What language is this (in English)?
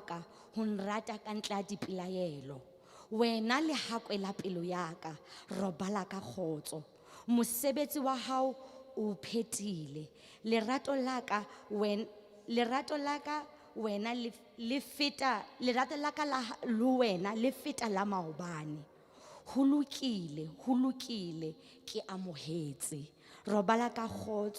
Southern Sotho